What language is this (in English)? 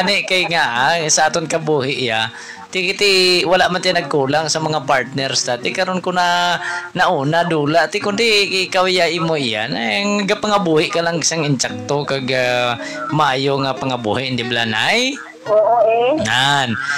Hiligaynon